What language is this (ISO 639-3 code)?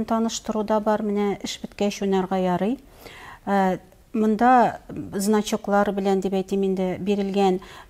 tat